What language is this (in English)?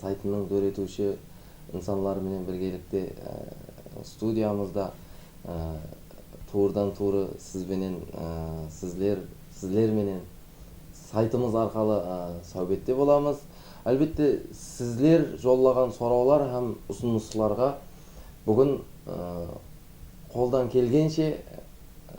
Kara-Kalpak